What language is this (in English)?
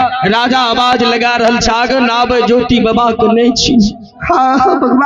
Maithili